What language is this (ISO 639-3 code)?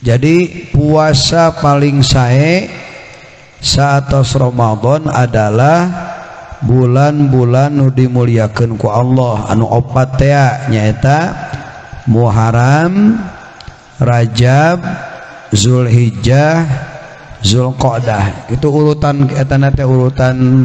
sun